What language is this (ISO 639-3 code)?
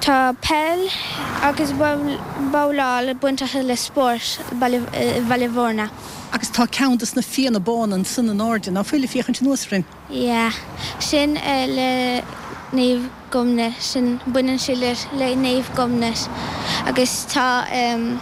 gle